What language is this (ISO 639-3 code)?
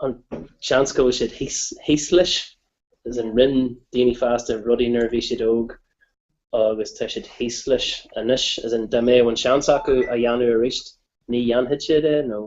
gle